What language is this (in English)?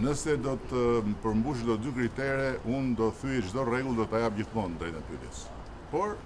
Albanian